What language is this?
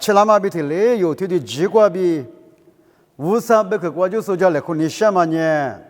Lisu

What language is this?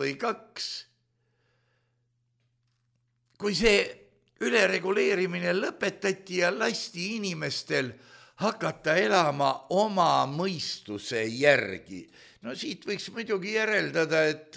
Estonian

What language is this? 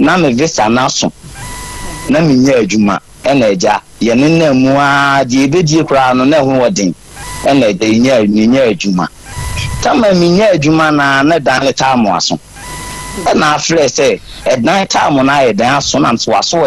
Akan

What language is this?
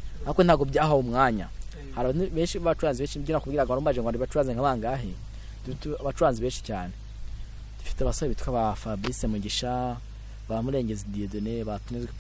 Kinyarwanda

